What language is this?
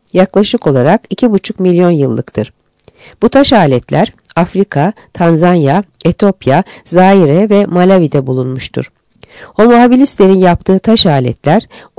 Turkish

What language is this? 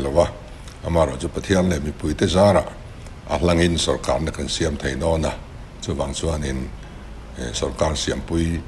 Mizo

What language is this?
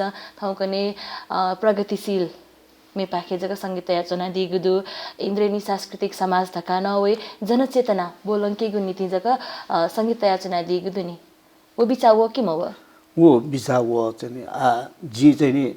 Newari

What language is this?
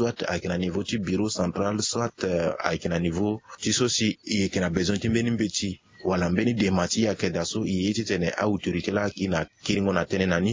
Sango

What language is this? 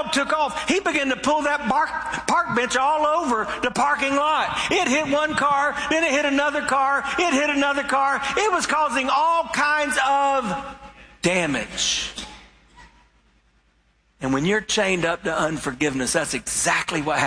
English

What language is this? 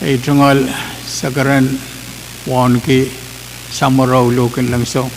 Pohnpeian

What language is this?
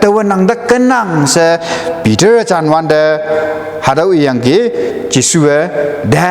Konyak Naga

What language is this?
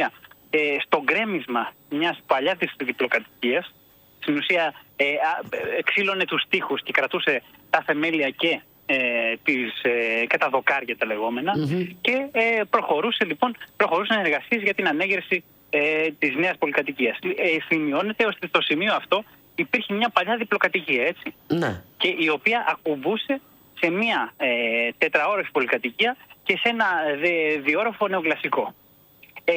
Greek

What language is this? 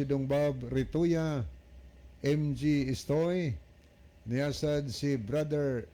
Cebuano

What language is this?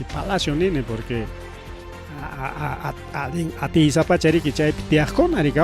Ayacucho Quechua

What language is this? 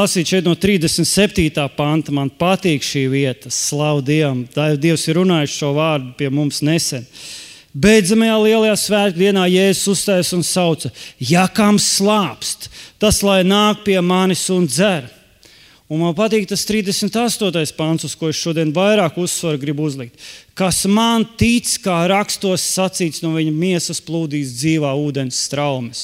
Latvian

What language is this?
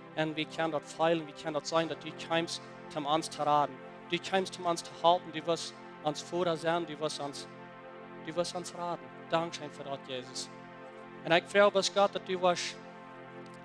Plautdietsch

